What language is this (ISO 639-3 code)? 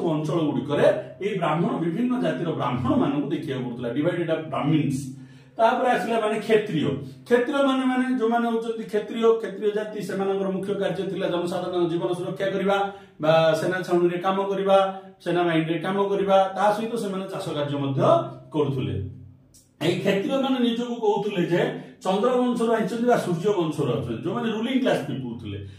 ori